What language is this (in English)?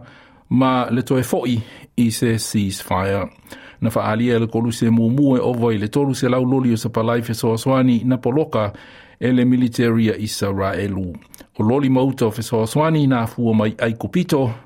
Samoan